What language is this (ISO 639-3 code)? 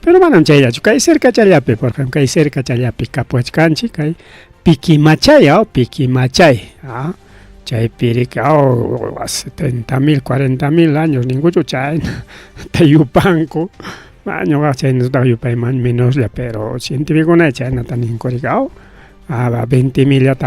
quy